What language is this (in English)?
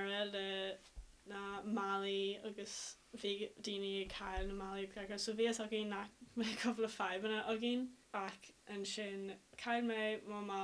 Irish